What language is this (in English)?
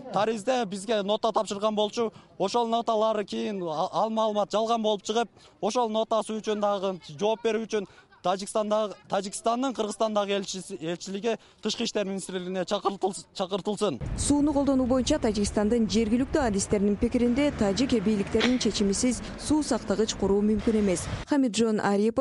Kyrgyz